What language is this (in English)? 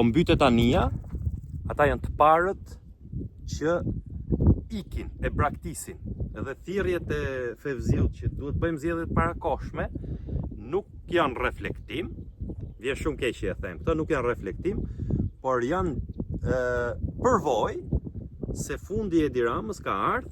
Albanian